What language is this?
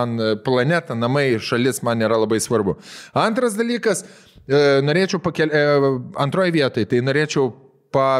Lithuanian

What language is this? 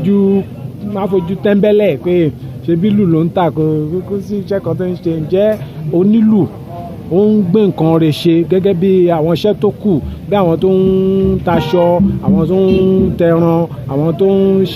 Yoruba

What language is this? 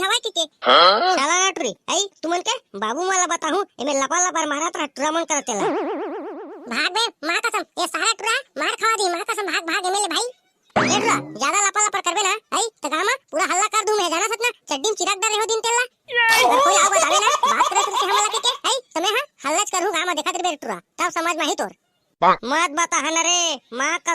Chhattisgarhi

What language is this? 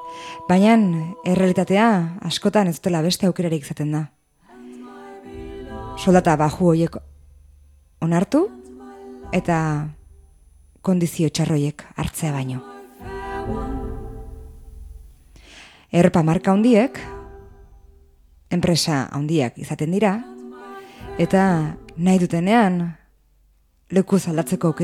Basque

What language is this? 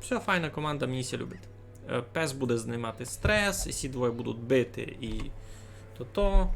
Rusyn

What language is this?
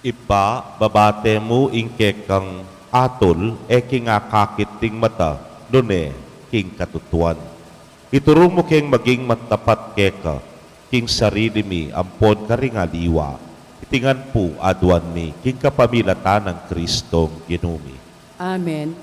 Pampanga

